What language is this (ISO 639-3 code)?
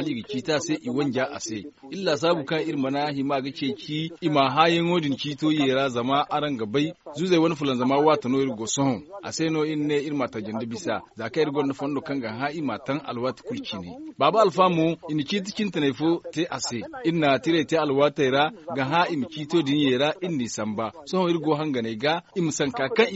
dje